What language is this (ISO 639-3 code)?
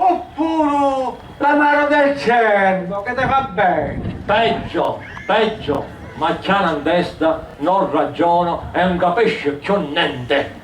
scn